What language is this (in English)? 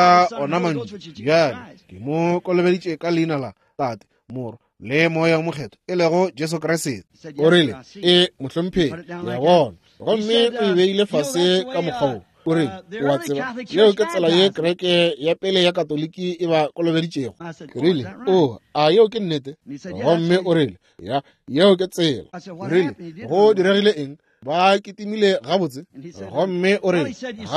Northern Sotho